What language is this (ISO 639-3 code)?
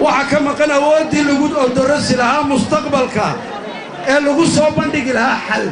som